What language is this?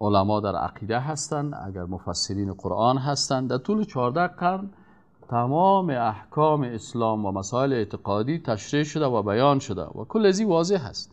Persian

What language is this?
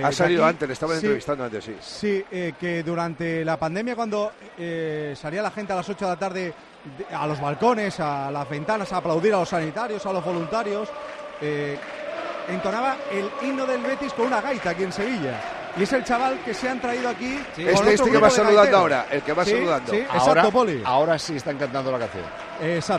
Spanish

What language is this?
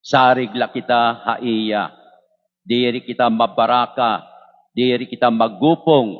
Waray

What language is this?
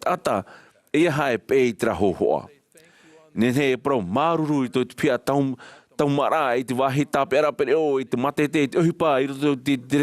Tahitian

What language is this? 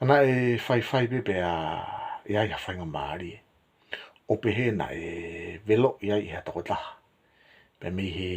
Tongan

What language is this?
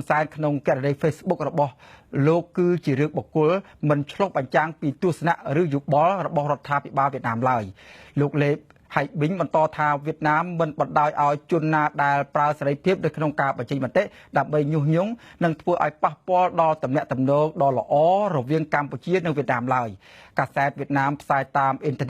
Khmer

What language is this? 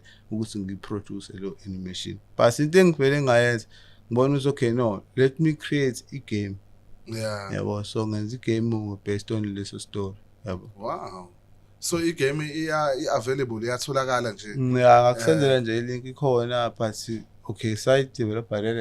Zulu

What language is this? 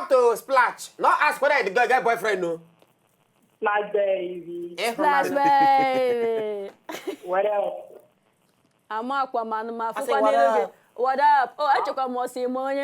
Nigerian Pidgin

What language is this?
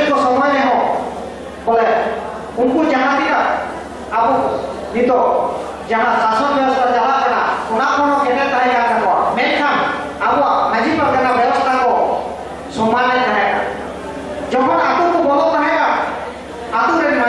Santali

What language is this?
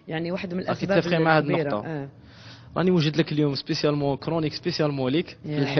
Algerian Arabic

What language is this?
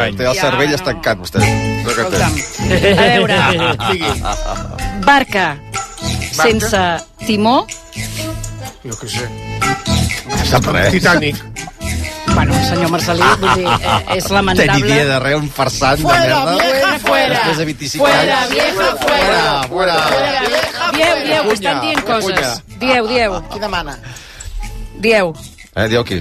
Catalan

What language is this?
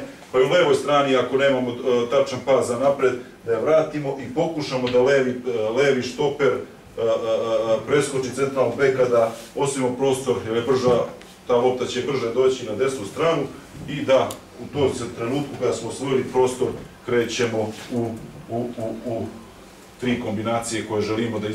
Serbian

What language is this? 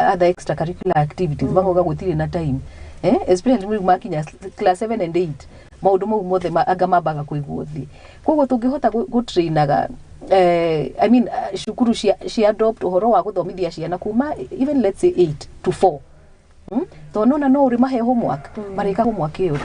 Kikuyu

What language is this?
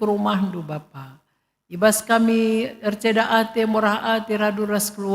Batak Karo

